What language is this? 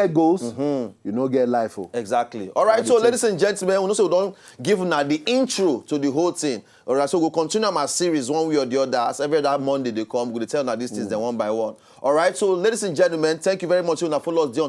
Nigerian Pidgin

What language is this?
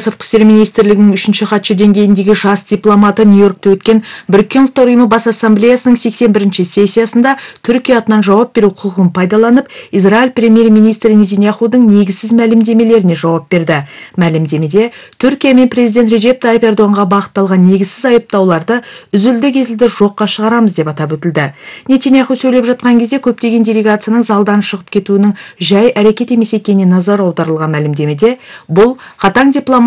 Kazakh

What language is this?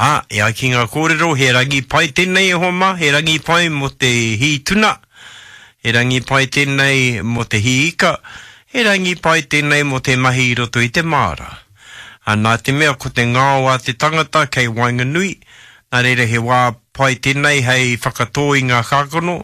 Māori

